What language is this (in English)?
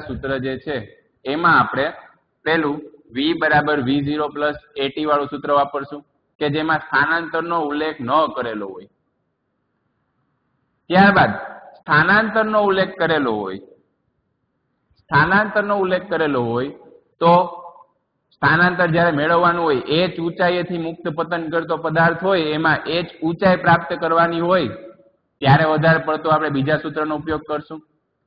Gujarati